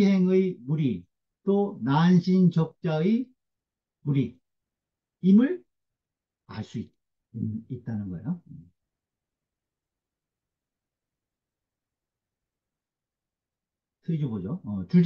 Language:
Korean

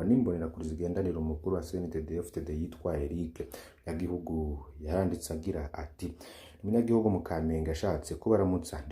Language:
Rundi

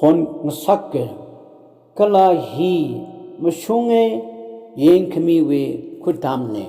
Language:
Tangkhul Naga (India)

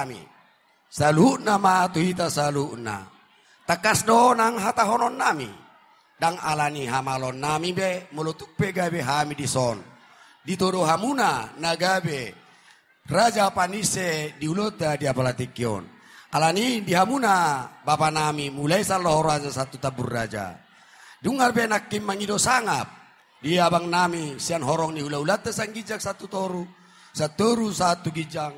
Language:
Batak Toba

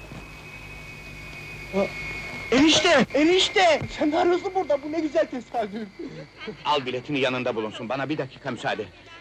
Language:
Turkish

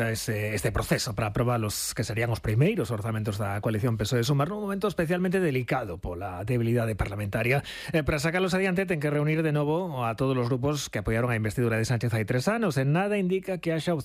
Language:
Galician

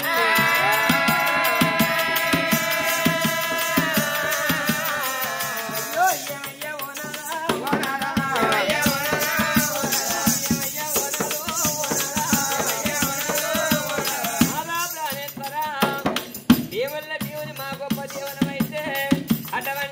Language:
Telugu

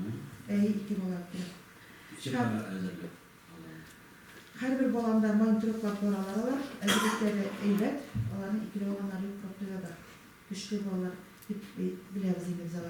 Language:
Tatar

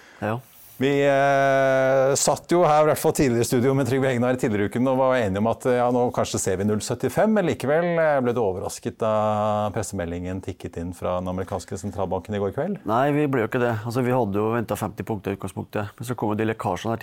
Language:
Norwegian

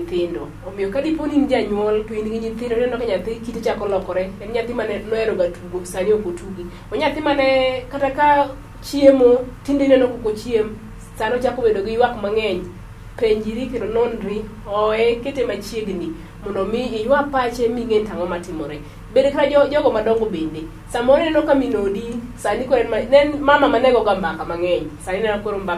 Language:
Luo (Kenya and Tanzania)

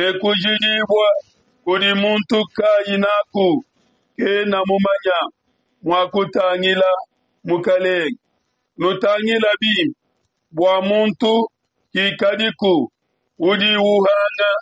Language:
Luba-Lulua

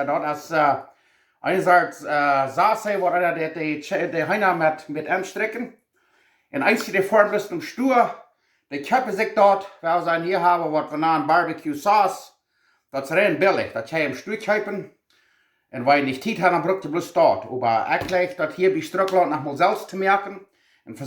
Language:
Plautdietsch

